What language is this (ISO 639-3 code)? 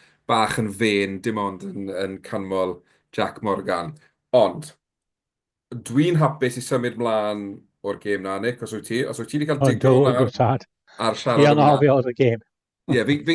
cym